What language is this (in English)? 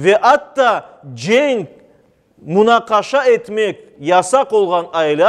Crimean Tatar